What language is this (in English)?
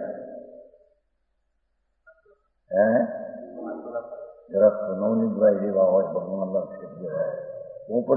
Gujarati